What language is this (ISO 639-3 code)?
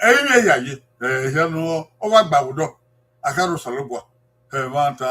bin